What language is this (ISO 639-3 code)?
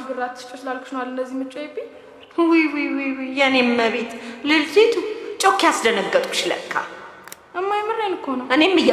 amh